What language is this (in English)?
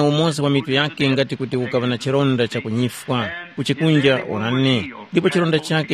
Tumbuka